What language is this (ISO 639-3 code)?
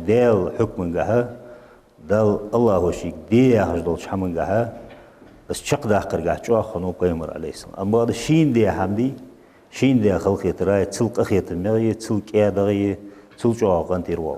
inh